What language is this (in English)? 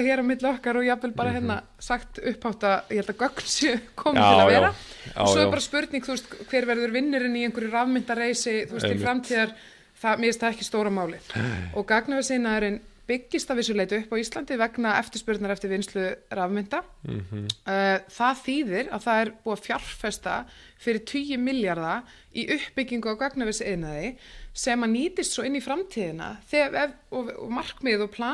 Icelandic